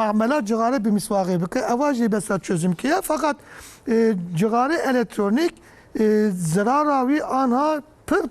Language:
Kurdish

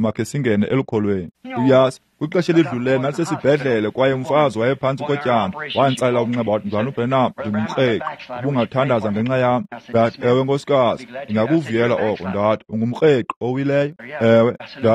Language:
Xhosa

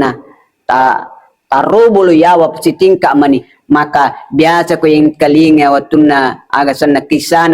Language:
Buginese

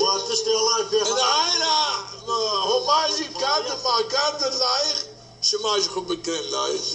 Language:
Zaza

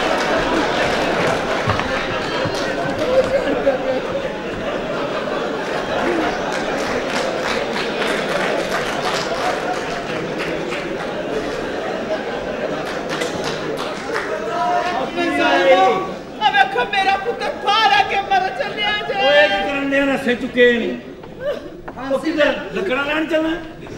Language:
Punjabi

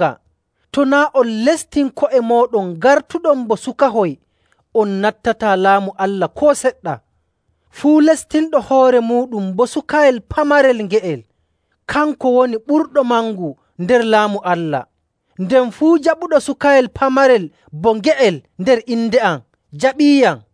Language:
Nigerian Fulfulde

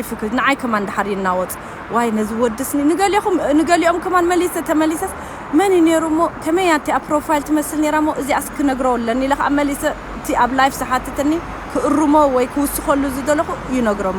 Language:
Tigrinya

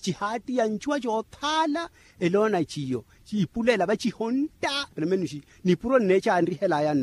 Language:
Makhuwa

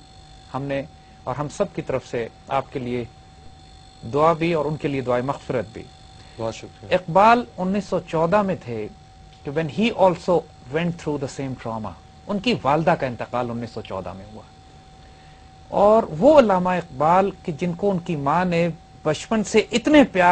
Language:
Urdu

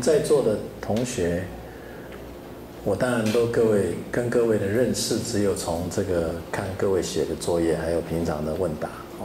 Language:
Chinese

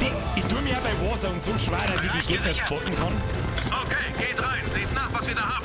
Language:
Bavarian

